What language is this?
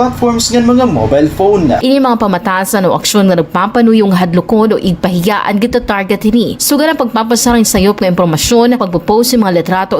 Waray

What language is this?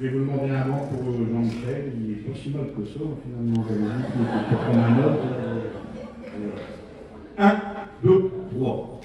Picard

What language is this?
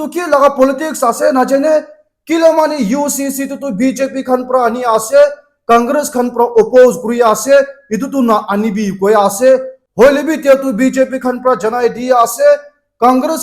Naga Pidgin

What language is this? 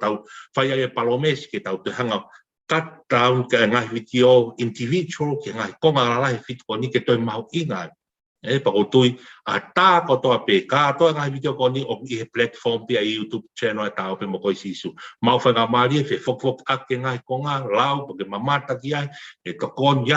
Tongan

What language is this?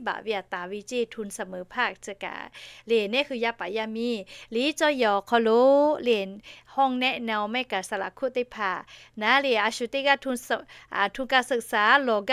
Lahu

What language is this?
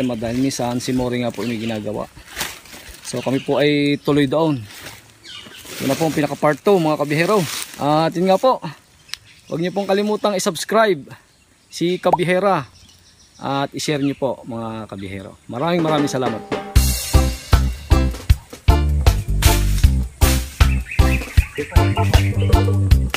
Filipino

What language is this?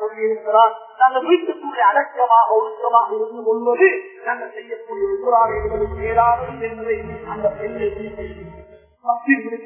Tamil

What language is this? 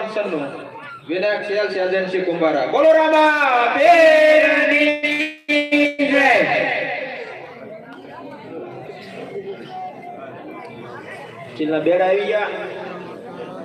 Gujarati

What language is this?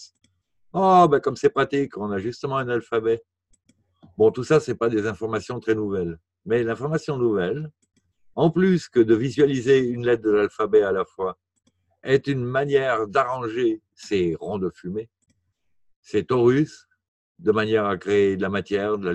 French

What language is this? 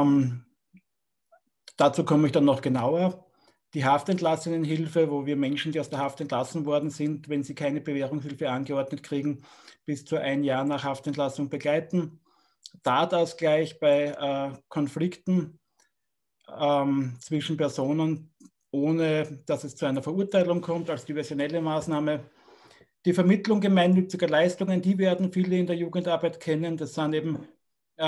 German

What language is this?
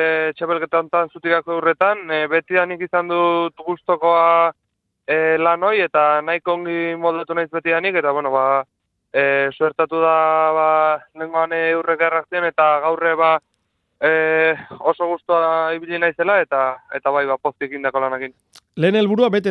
Basque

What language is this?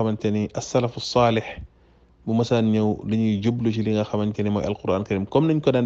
Wolof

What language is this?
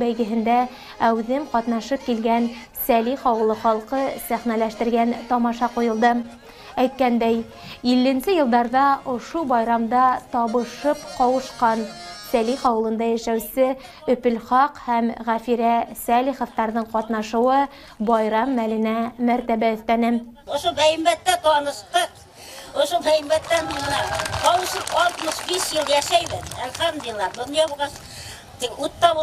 Bashkir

